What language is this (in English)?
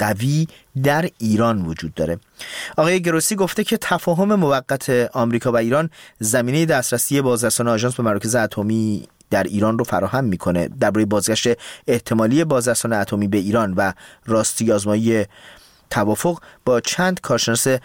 Persian